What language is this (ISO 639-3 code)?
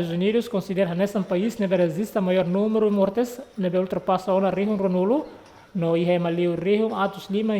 tet